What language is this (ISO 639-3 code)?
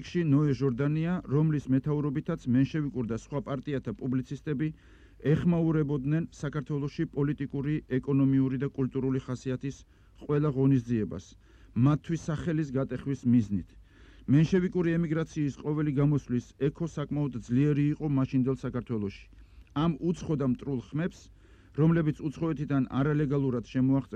kat